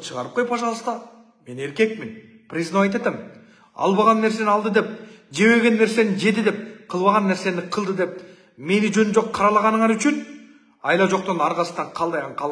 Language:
Kyrgyz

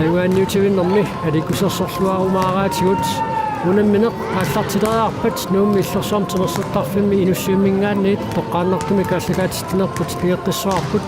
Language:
Kalaallisut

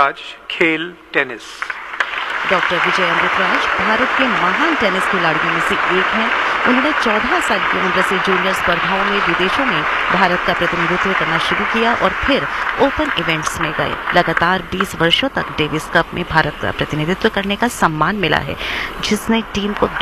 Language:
Hindi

